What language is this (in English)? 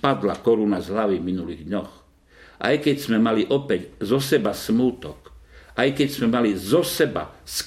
Slovak